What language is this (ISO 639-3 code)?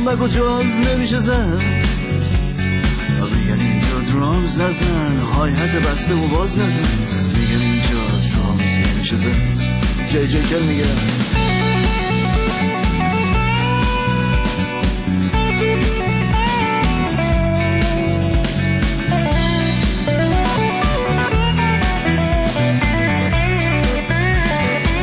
fas